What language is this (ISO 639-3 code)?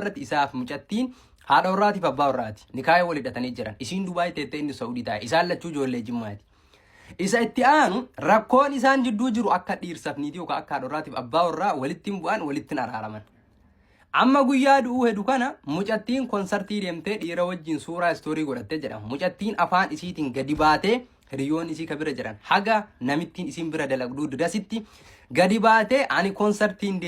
orm